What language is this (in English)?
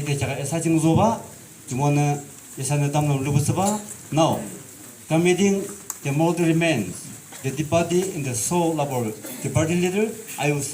Yimchungru Naga